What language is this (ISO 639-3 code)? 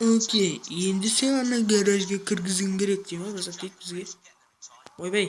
kaa